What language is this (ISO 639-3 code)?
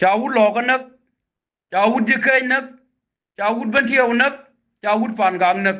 nus